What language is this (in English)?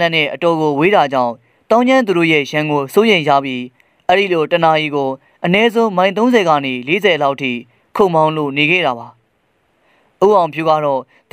Burmese